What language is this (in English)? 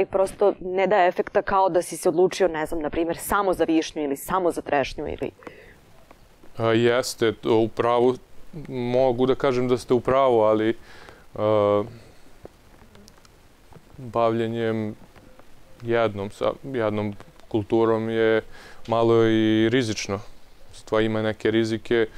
Serbian